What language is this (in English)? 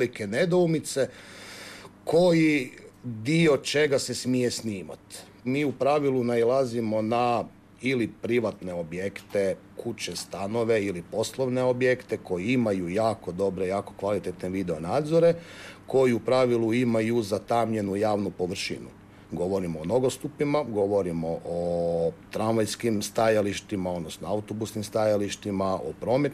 Croatian